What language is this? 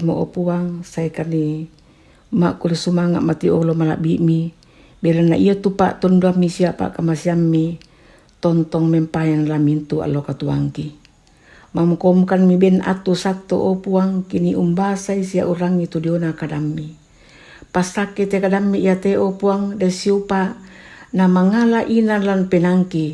Toraja-Sa'dan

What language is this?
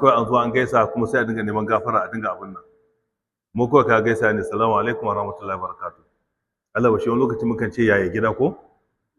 Hausa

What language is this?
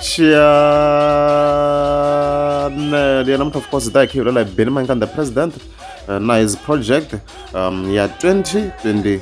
Tsonga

